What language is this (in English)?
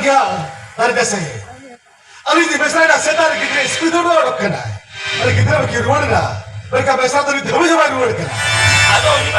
Santali